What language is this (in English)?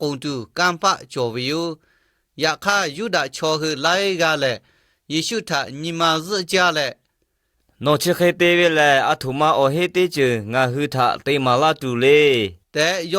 Lahu